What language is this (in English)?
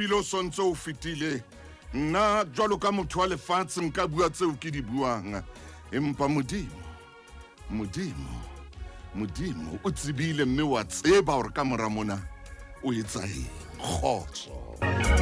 Southern Sotho